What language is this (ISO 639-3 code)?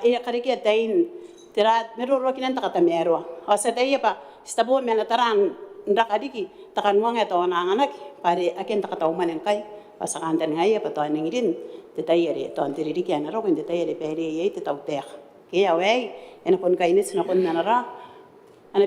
gil